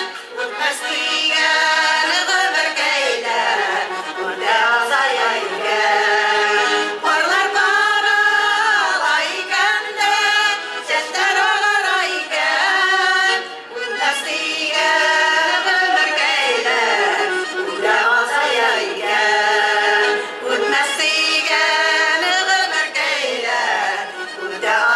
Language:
Bashkir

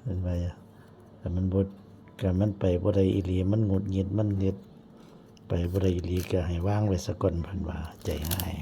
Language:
Northeastern Thai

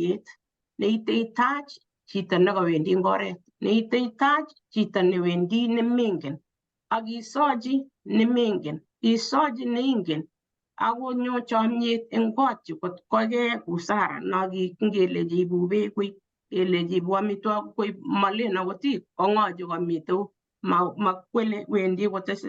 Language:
Kalenjin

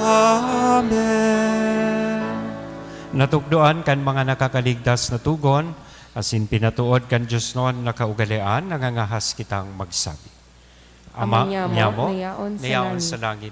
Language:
Bikol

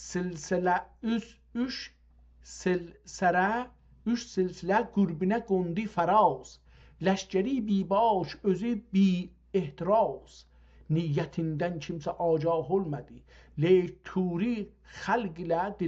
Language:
South Azerbaijani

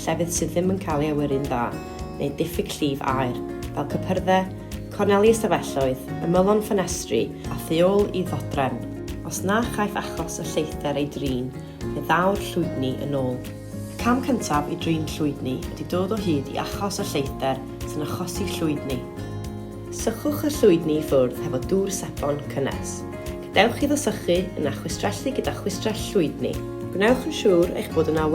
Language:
Welsh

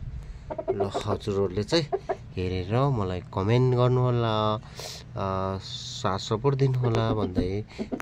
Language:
Nepali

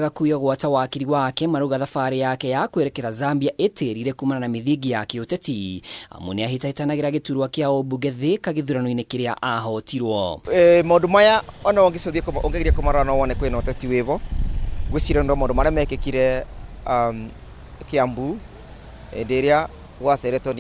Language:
Kikuyu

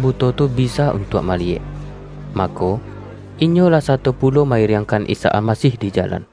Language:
Minangkabau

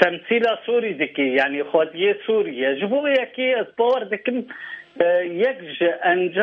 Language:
Kurdish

